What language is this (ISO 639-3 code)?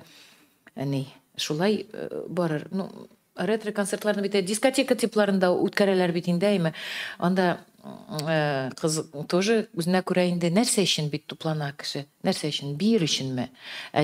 tat